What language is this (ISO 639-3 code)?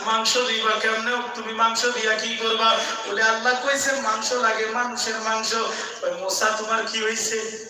syl